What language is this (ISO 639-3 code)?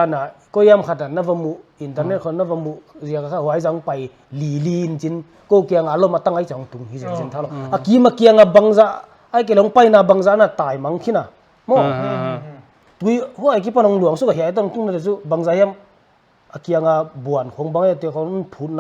pck